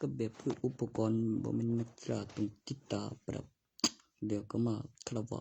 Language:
Northeastern Thai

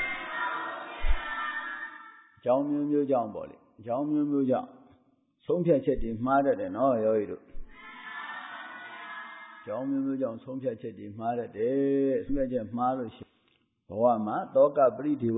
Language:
Burmese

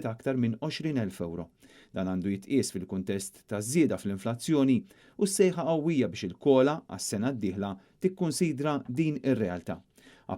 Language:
Maltese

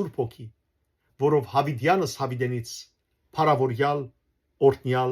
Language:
Western Armenian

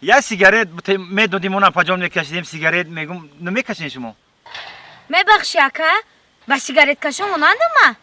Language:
Tajik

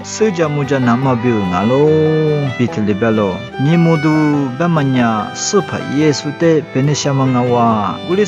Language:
Lisu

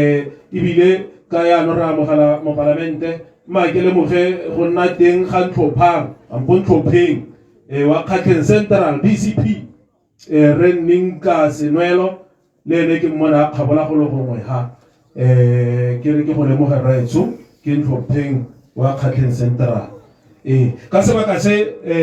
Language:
Tswana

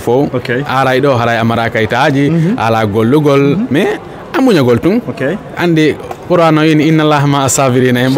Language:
Fula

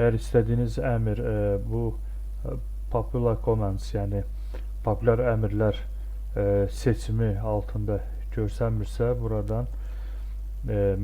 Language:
Azerbaijani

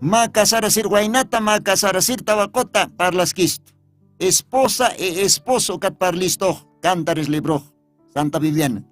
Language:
Aymara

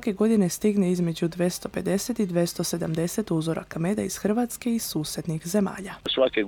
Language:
Croatian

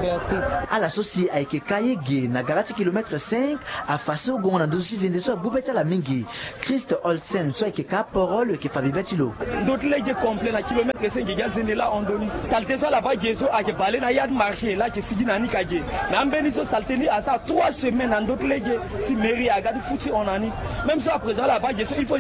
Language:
Sango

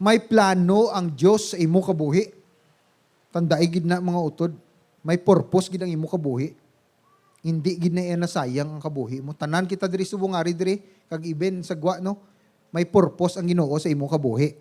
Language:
Hiligaynon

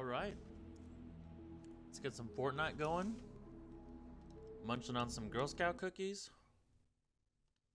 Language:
English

